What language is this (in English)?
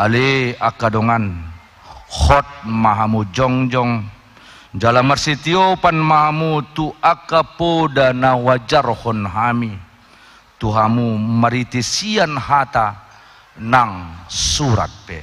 Batak Toba